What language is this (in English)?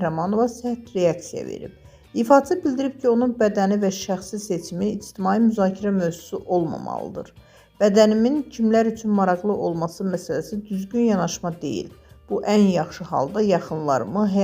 Azerbaijani